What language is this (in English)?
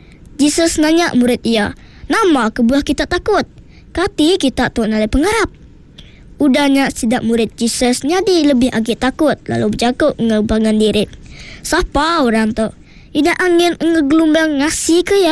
Iban